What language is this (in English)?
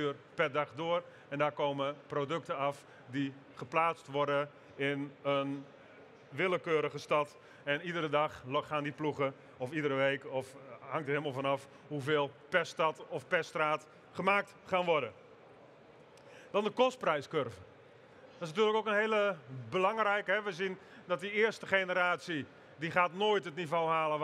Dutch